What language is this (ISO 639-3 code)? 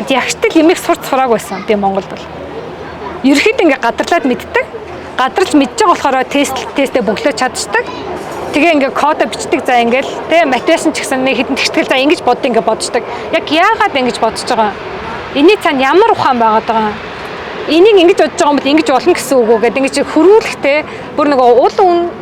mon